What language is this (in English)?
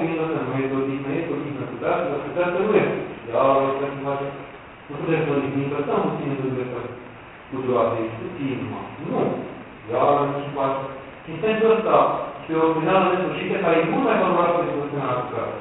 Romanian